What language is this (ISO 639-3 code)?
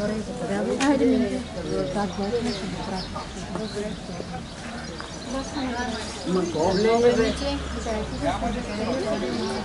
bul